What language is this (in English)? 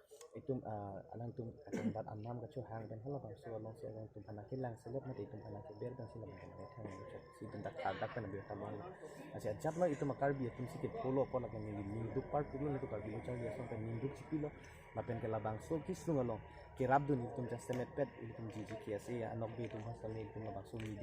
Karbi